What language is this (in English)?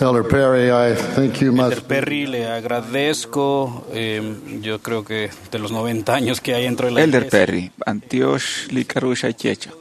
Kekchí